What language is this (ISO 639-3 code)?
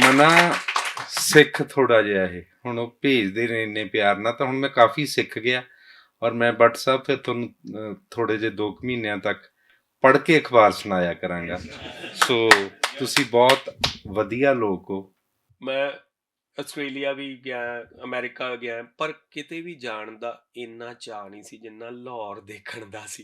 lah